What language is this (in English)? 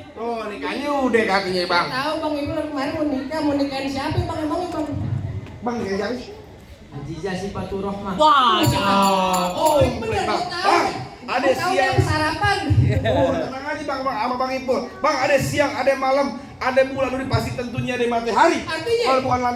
Betawi